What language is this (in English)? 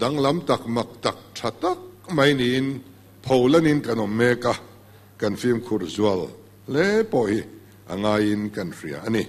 Mizo